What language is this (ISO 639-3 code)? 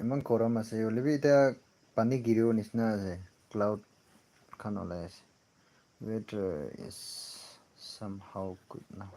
nag